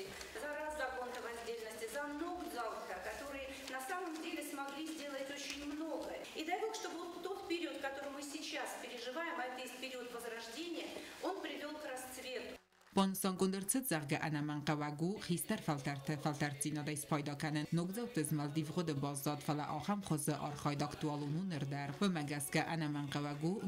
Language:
Ossetic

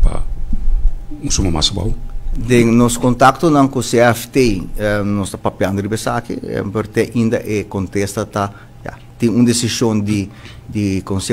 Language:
Papiamento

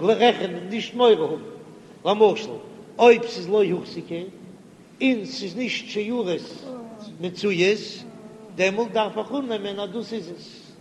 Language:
Yiddish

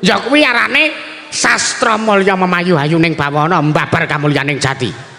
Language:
Javanese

